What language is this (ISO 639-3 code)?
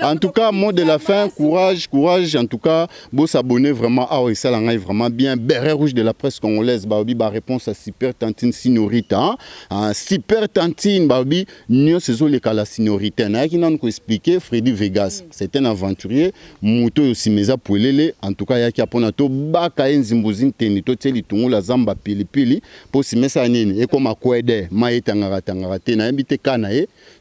lin